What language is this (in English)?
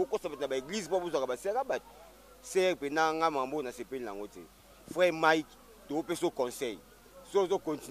Lingala